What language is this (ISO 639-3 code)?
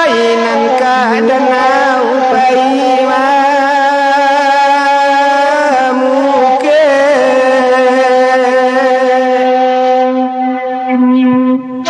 min